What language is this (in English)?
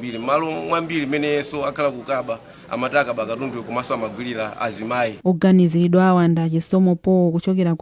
Nyanja